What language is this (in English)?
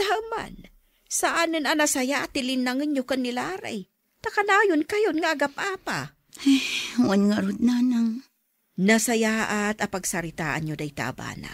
Iloko